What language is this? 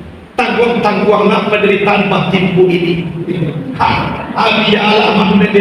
Minangkabau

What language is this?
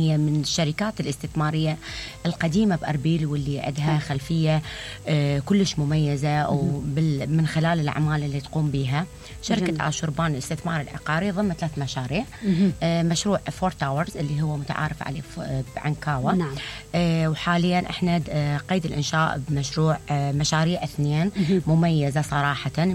Mesopotamian Arabic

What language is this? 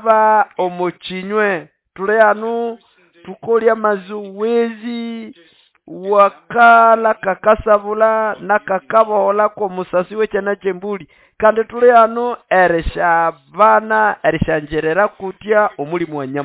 Nande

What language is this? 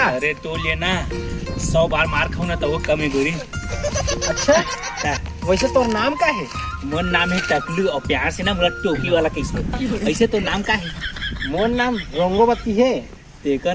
Chhattisgarhi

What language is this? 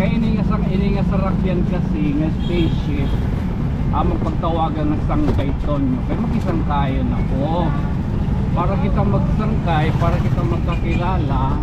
Waray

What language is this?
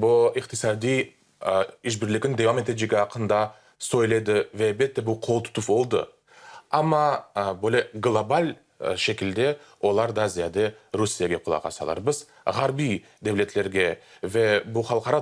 Crimean Tatar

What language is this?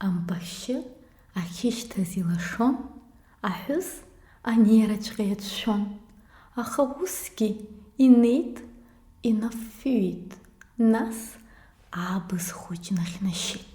Abkhazian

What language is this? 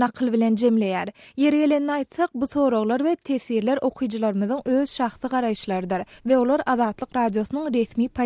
Turkmen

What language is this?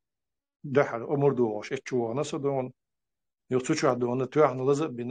Chechen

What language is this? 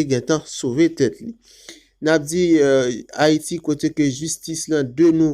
Haitian Creole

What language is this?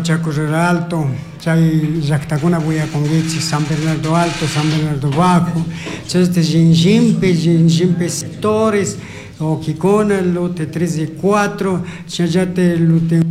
Chimborazo Highland Quichua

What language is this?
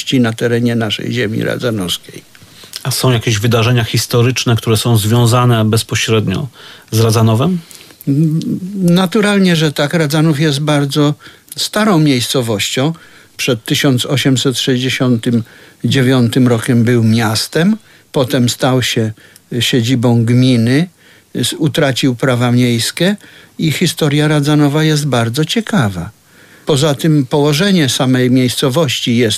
Polish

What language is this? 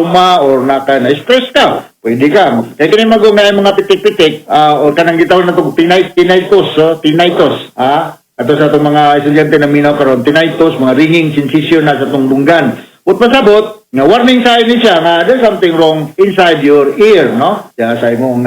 Cebuano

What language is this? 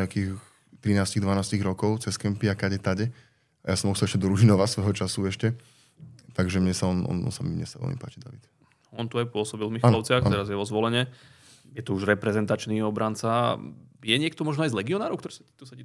Slovak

